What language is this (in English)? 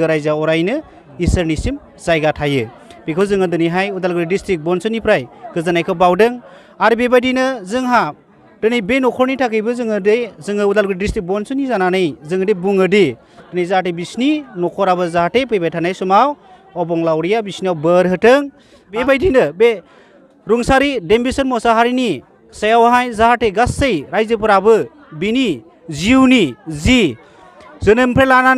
Bodo